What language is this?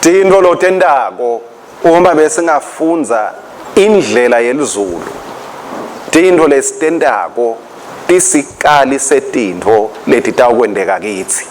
Swati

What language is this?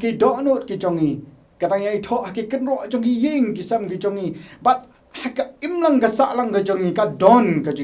Khasi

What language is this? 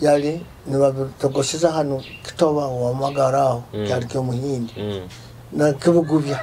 Nyoro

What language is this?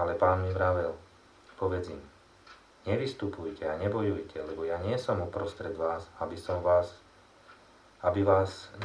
Slovak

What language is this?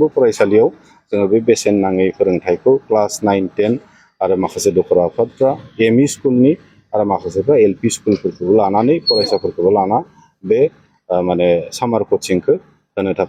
Bodo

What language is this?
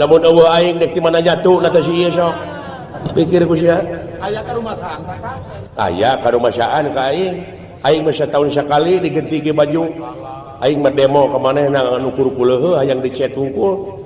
Sundanese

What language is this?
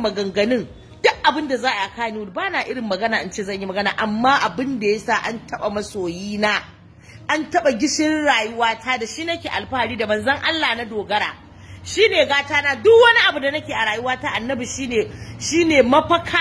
Hausa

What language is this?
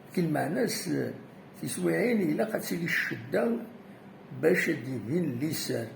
Kabyle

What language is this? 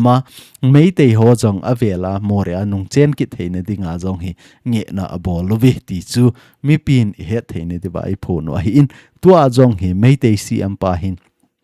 Thado Chin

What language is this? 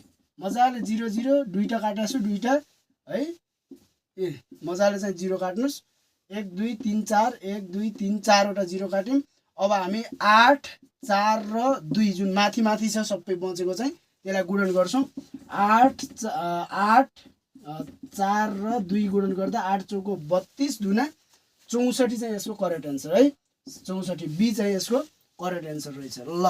Nepali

